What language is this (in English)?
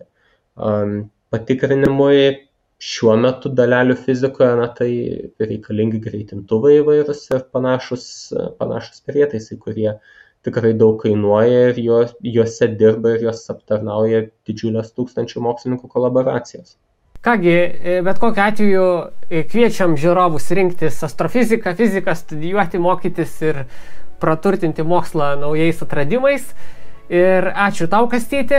Lithuanian